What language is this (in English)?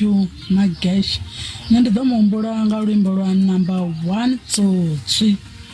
Venda